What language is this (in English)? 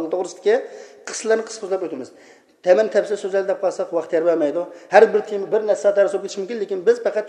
Uyghur